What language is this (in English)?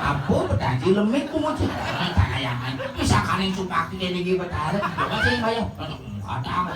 Balinese